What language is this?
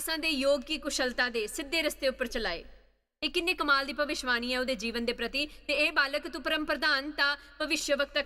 Dogri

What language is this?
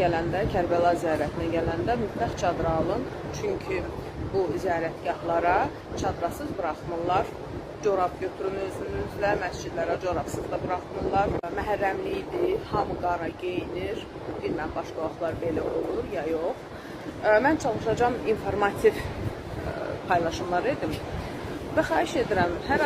Azerbaijani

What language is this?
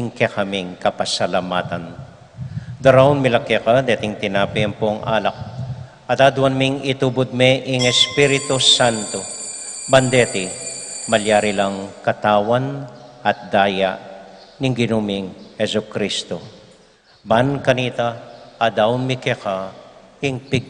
Pampanga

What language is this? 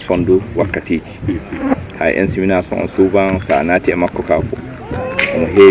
Fula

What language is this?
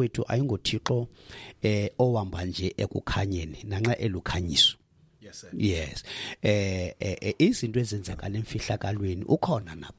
Xhosa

